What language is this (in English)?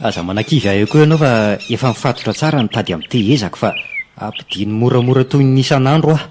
Malagasy